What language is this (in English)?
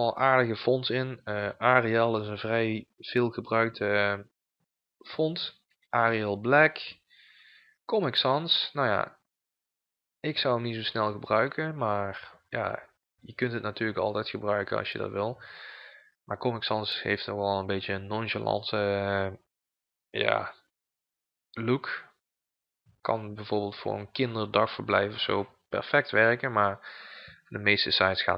Dutch